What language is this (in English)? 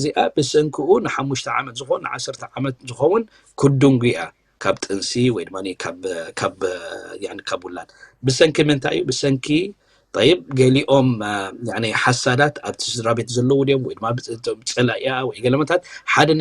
Tigrinya